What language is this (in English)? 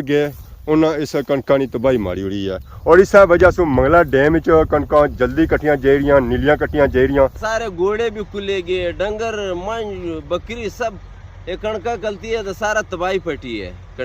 Pahari-Potwari